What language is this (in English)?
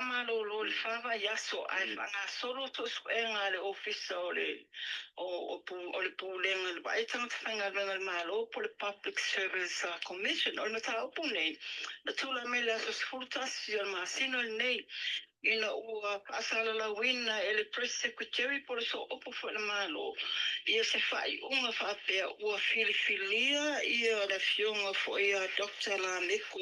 Samoan